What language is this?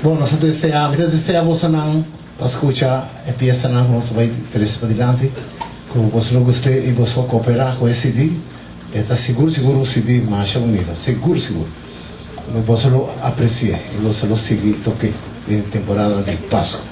Papiamento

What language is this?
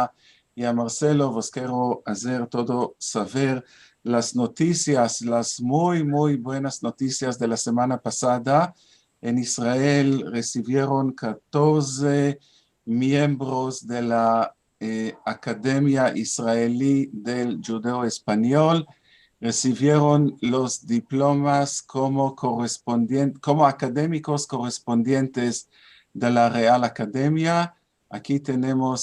Ladino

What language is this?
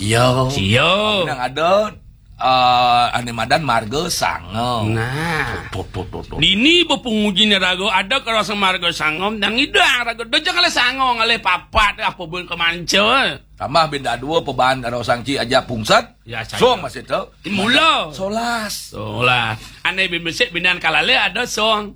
Balinese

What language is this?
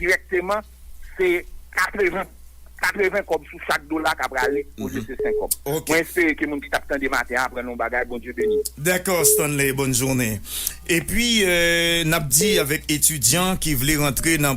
Haitian Creole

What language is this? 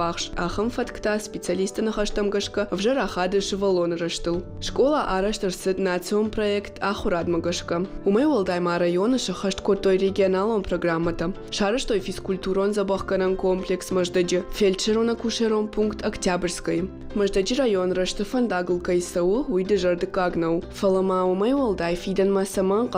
Ossetic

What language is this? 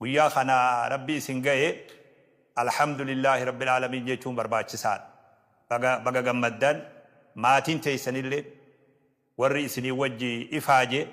Oromo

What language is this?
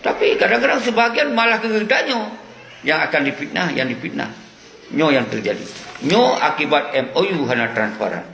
Achinese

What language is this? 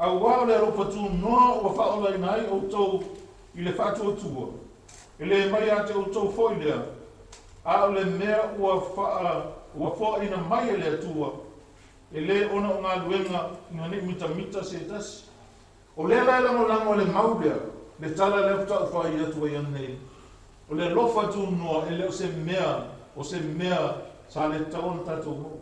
Samoan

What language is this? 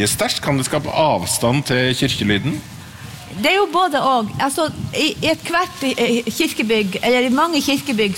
Norwegian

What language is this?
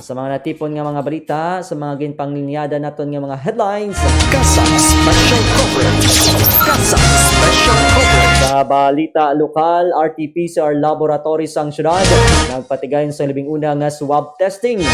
Hiligaynon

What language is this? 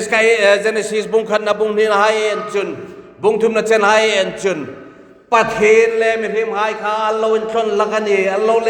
Hmar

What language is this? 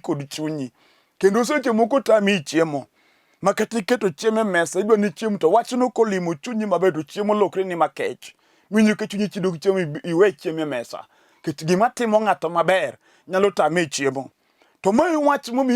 Luo (Kenya and Tanzania)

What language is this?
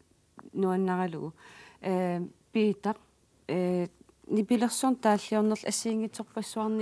Kalaallisut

